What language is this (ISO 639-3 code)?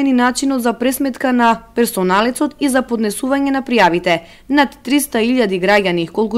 mkd